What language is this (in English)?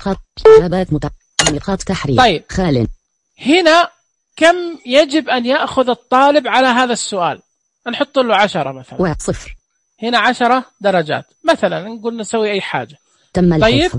Najdi Arabic